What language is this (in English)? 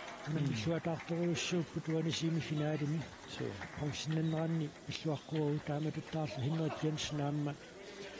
Kalaallisut